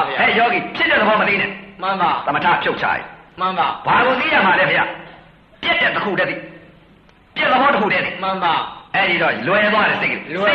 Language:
Burmese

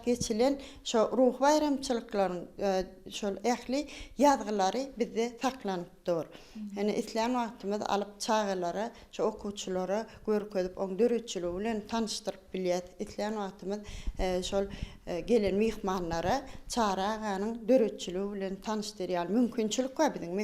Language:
Turkmen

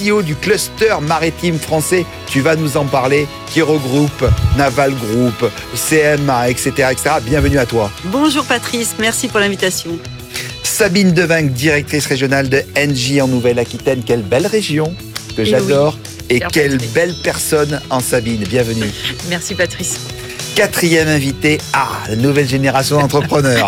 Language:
French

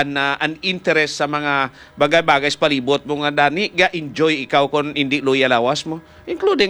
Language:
Hiligaynon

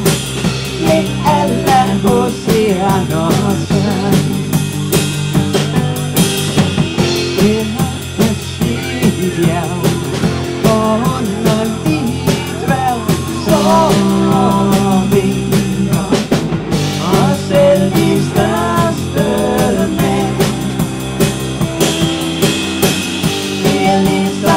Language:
Danish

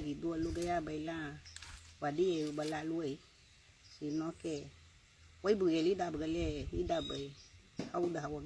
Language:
Garifuna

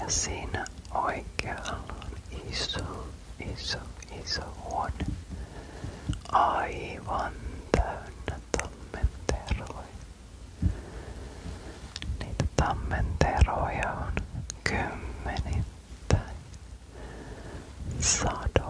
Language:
Finnish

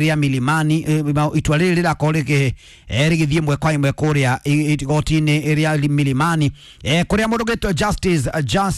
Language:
Kikuyu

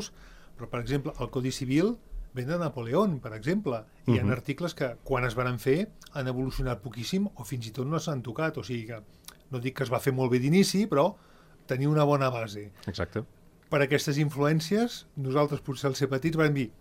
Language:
Catalan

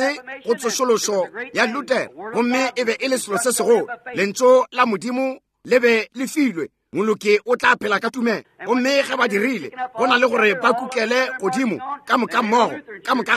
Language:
Northern Sotho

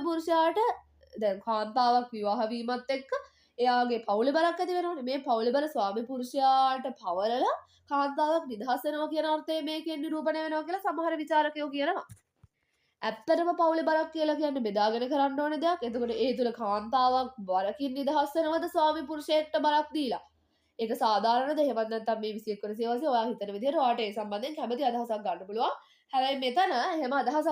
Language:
Sinhala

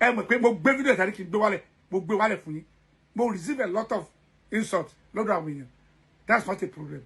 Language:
Yoruba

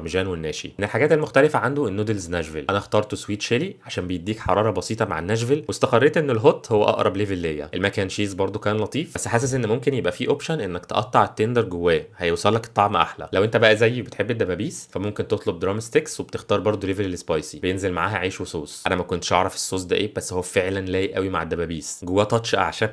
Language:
Egyptian Arabic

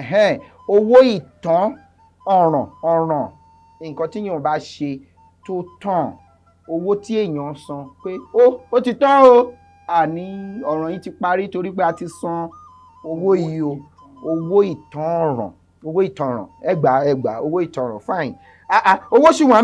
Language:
Yoruba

